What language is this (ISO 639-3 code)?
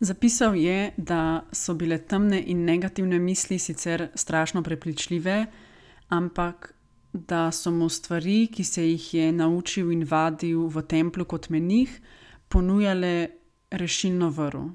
slv